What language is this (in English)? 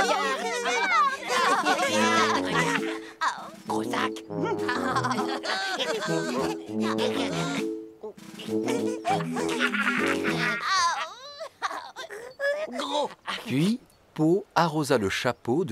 French